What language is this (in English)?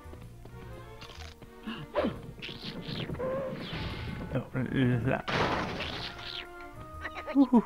French